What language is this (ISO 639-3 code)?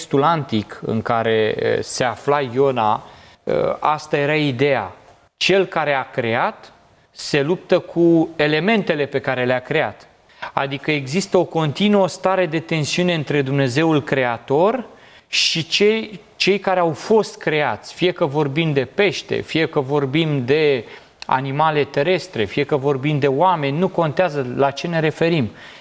ron